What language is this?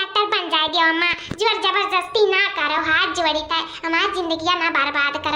Awadhi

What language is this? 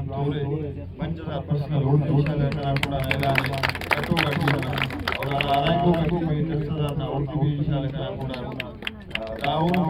Brahui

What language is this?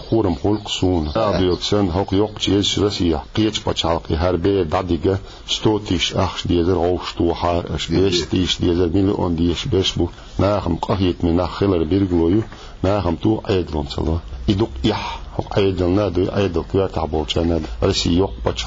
Chechen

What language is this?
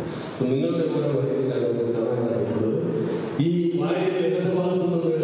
Malayalam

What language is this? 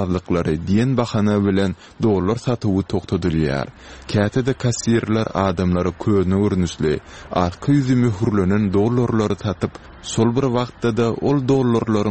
Turkmen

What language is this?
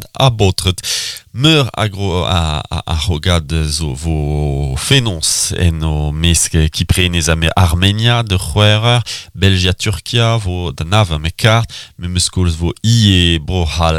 Breton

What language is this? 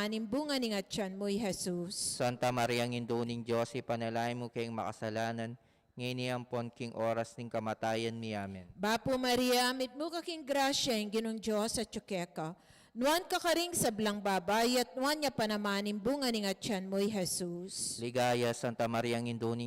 Pampanga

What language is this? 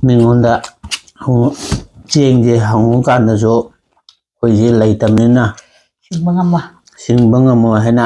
Manipuri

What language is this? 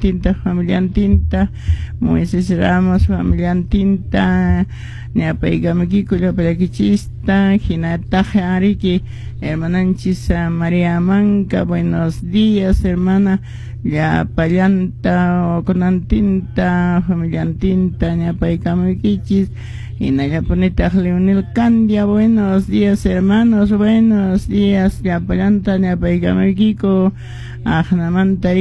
Quechua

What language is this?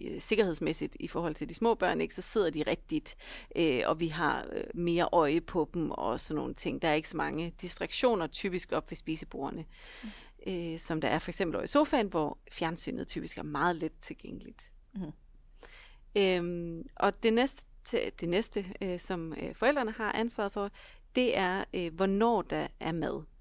Danish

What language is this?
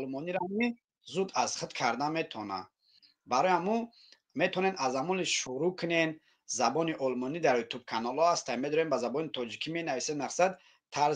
Tajik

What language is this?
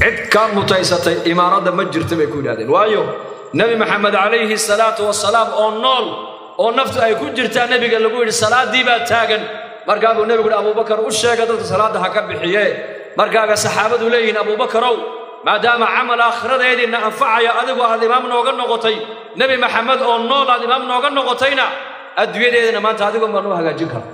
Somali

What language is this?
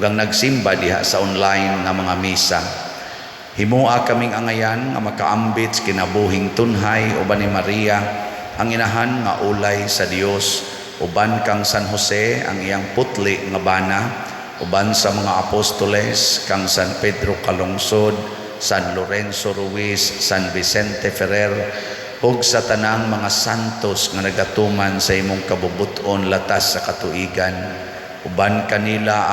Cebuano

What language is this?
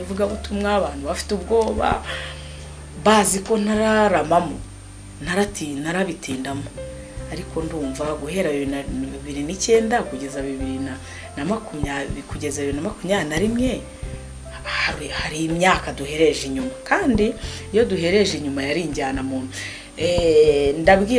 Kinyarwanda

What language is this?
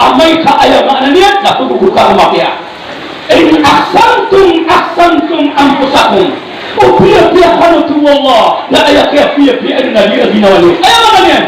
Maranao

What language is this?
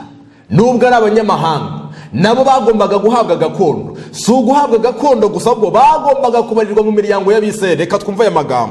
Kinyarwanda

